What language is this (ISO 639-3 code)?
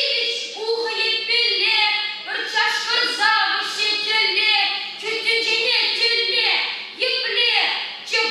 chv